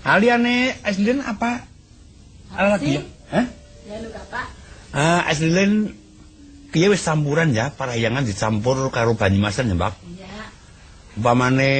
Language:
Javanese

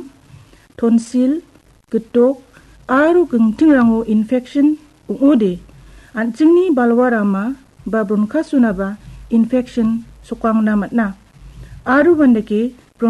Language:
Garo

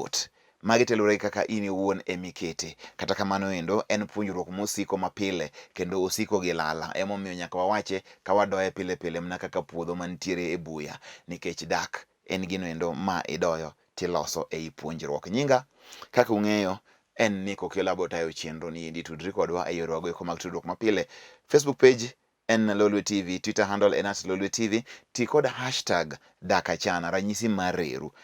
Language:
Luo (Kenya and Tanzania)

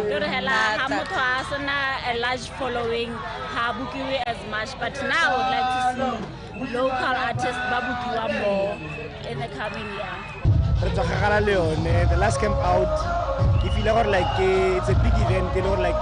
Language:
Tswana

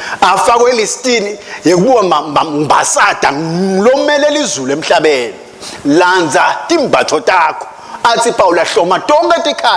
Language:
Swati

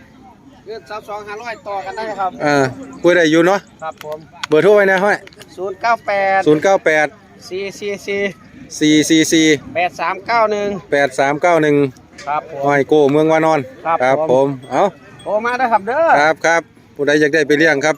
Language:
Northeastern Thai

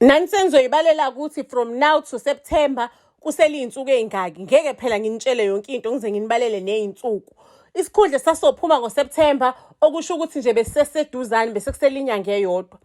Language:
Zulu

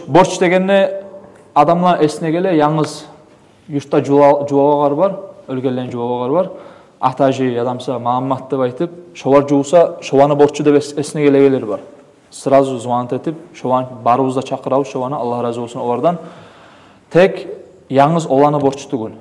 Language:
Kumyk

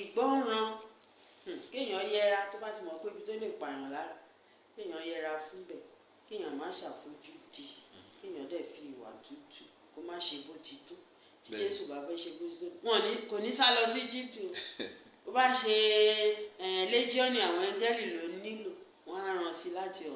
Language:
Yoruba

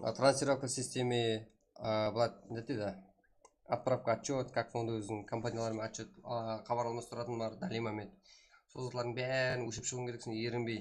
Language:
Kara-Kalpak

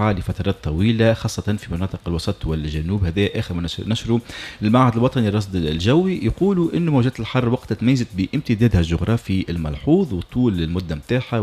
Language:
Tunisian Arabic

